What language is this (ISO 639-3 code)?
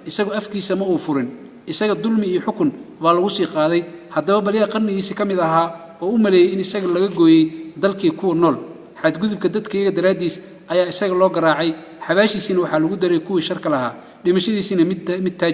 som